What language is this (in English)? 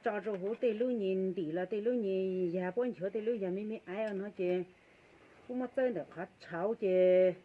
Hmong